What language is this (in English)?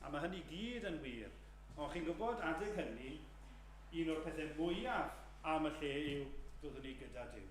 Welsh